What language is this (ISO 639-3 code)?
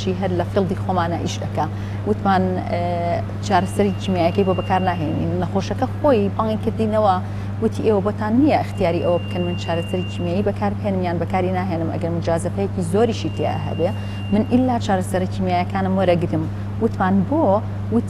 ckb